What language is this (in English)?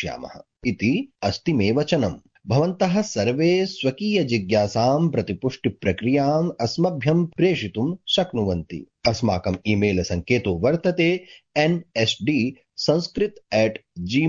Sanskrit